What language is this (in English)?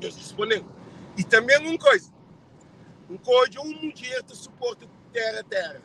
Kabuverdianu